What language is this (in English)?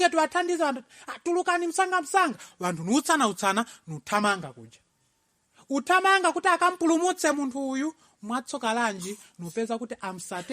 Nyanja